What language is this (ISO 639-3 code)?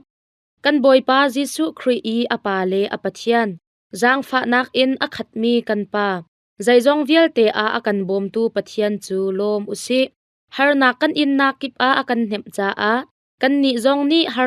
cnh